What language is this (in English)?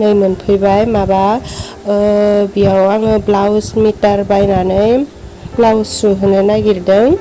Bodo